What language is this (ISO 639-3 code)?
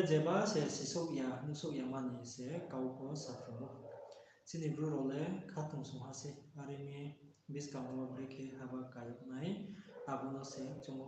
ria